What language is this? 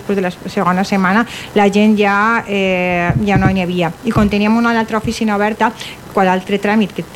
Catalan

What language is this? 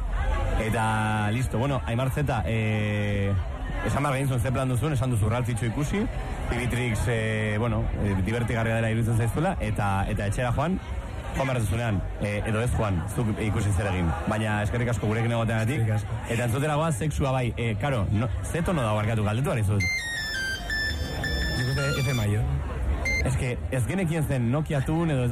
Basque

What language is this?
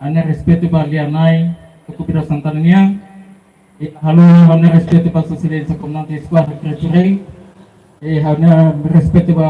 Tetum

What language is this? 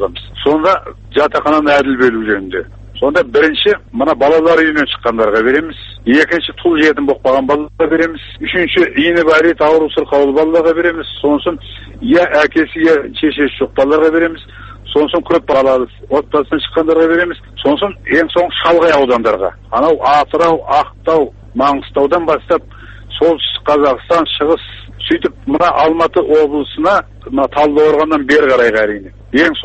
Kazakh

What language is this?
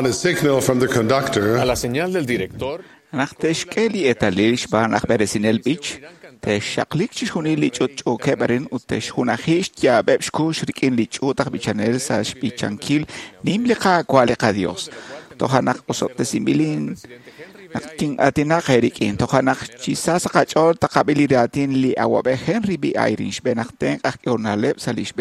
Kekchí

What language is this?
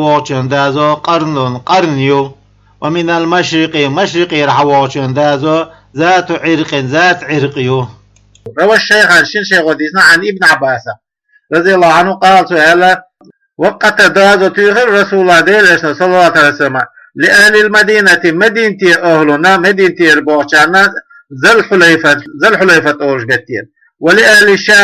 Chechen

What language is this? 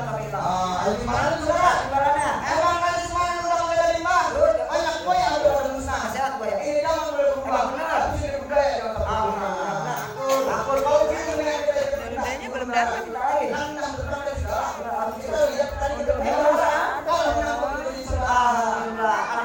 Betawi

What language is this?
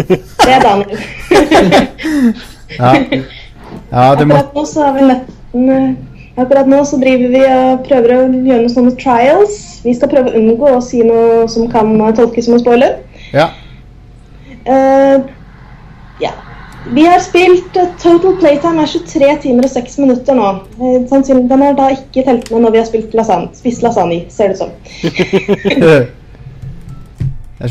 Norwegian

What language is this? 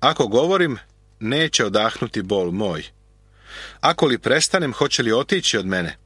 Serbian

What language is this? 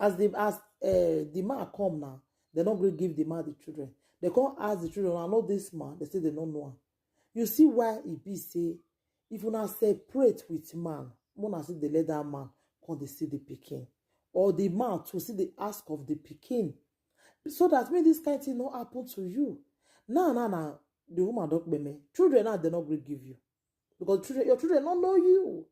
Nigerian Pidgin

